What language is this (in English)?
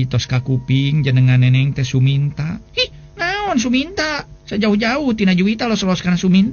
Sundanese